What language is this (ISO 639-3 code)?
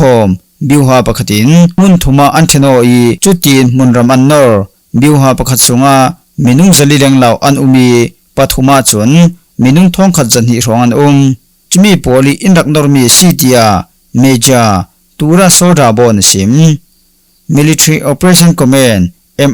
cfm